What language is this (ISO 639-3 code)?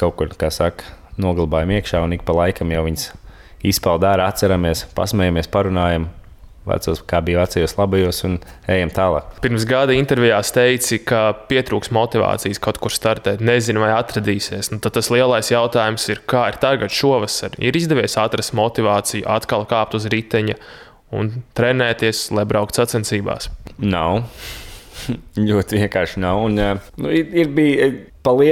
lav